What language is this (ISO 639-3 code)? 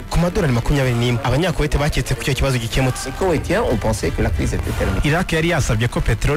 kin